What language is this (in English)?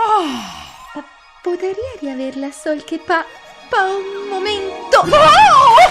Venetian